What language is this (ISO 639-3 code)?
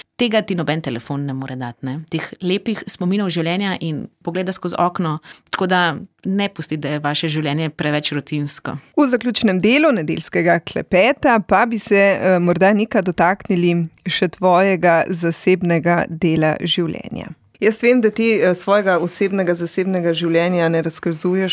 slv